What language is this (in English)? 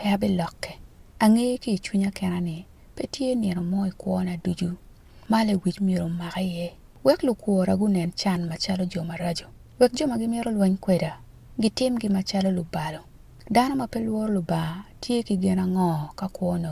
Acoli